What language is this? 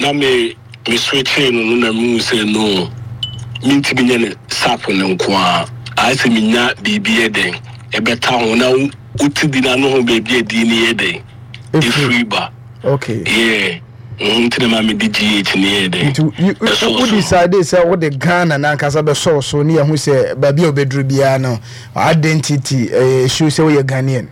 Akan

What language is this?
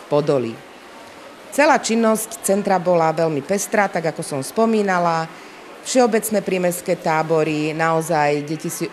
Slovak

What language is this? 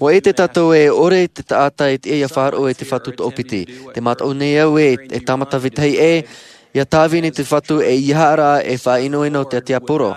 Tahitian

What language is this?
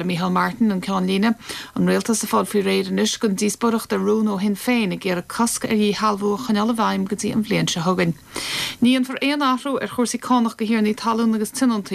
Irish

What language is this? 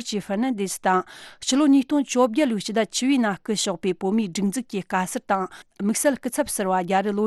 Tibetan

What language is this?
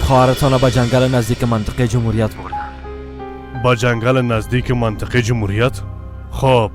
Persian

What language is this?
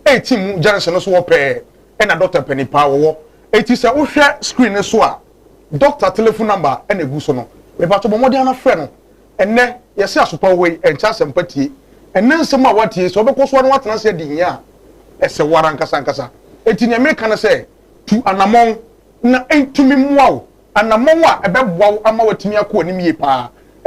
Akan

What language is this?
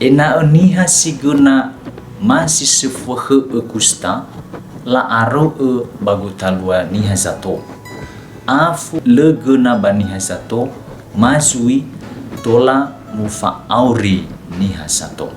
Nias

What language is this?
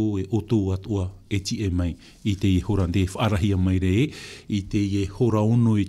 Tahitian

